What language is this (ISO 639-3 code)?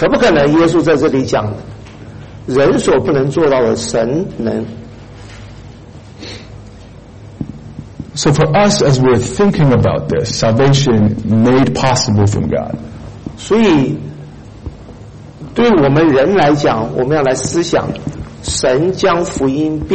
zho